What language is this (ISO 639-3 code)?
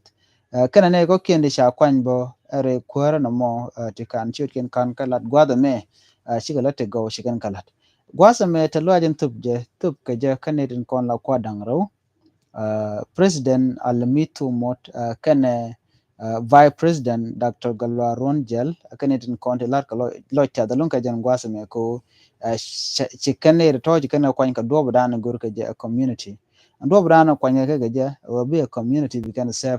nus